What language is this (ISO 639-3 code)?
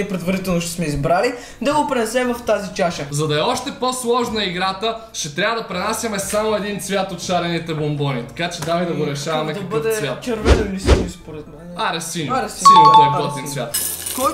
bul